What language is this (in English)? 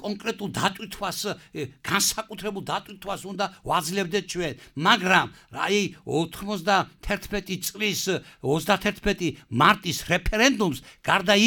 Georgian